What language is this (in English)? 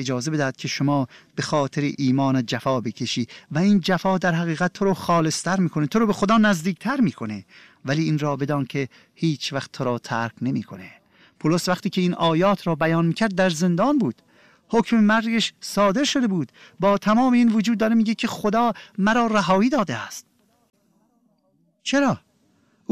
Persian